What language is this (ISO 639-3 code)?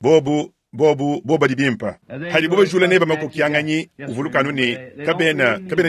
lua